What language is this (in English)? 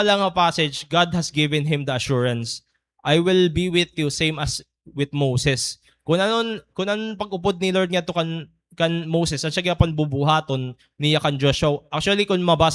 Waray